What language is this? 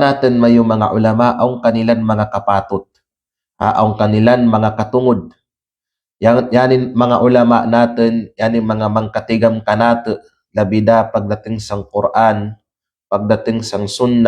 Kalagan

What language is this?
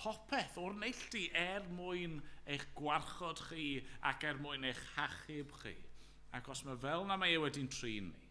Welsh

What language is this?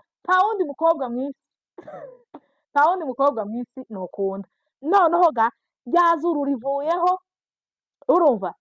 Kinyarwanda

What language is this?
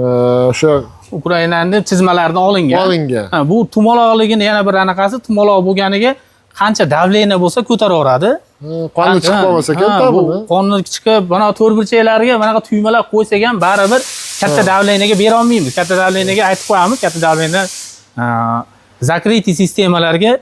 Uzbek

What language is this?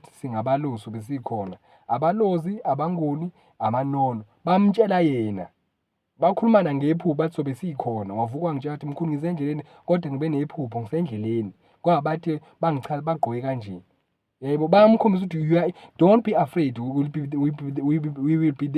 Zulu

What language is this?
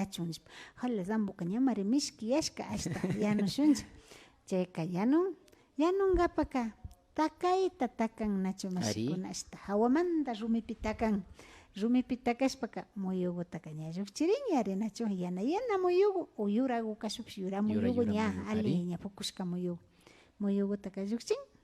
Imbabura Highland Quichua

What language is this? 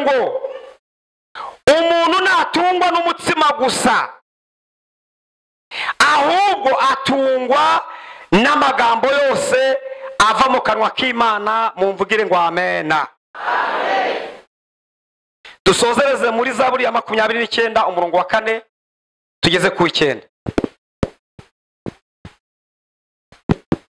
Kinyarwanda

